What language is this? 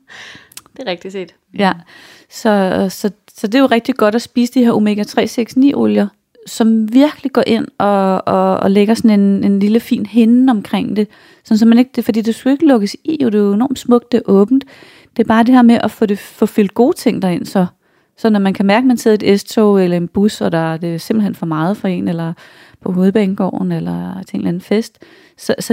Danish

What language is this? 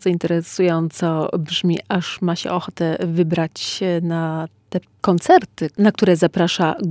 Polish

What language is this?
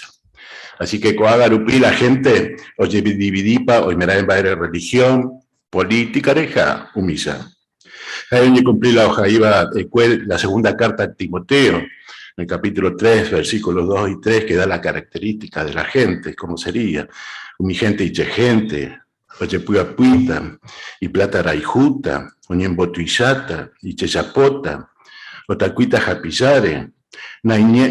Guarani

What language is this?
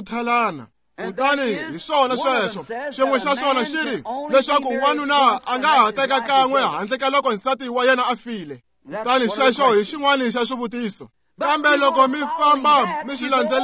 Tsonga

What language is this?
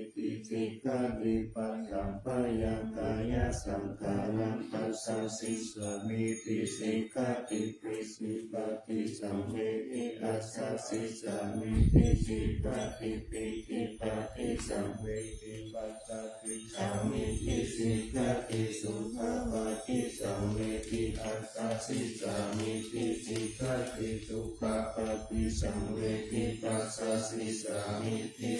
Pali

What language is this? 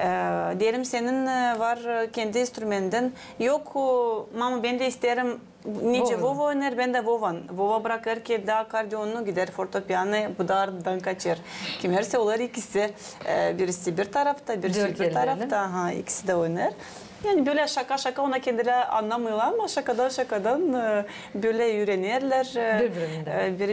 Gagauz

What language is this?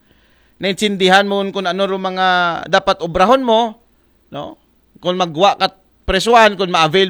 Aklanon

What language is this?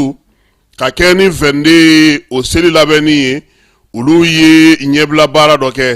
Bambara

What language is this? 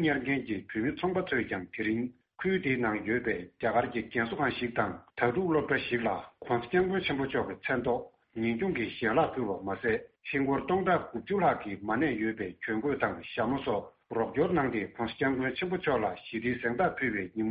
Tibetan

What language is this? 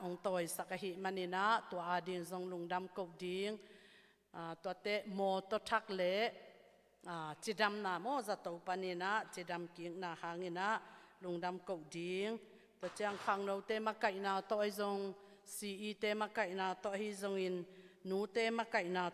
Tedim Chin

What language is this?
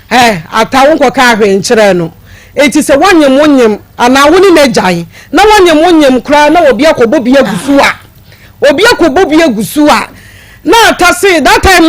Akan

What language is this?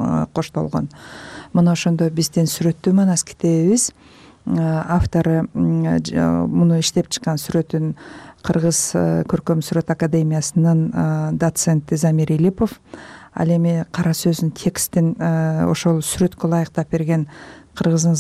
Kyrgyz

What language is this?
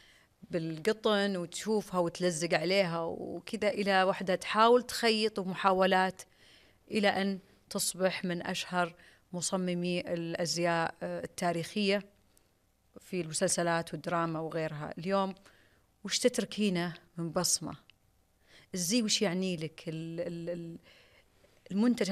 Najdi Arabic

